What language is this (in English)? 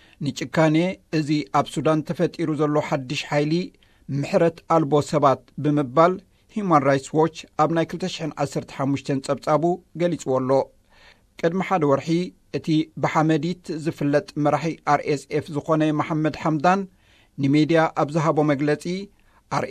Tigrinya